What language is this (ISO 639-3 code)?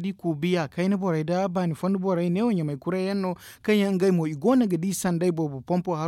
dje